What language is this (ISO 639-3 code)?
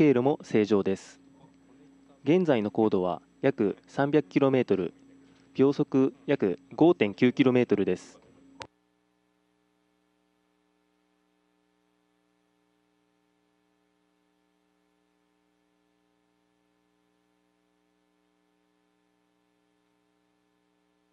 jpn